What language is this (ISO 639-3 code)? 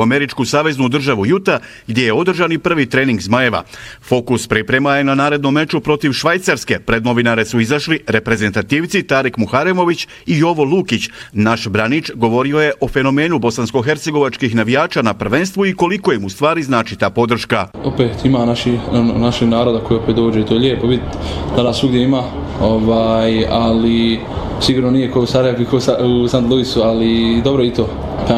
bos